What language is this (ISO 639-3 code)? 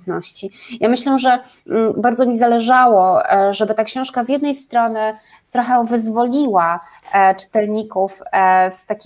pol